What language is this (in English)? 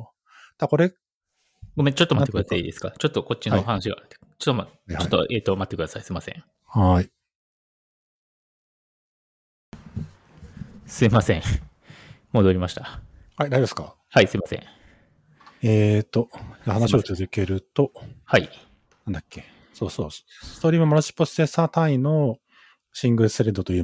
Japanese